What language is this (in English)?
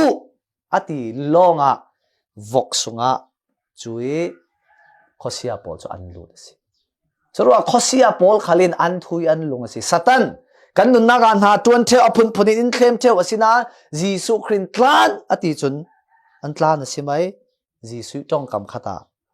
Falam Chin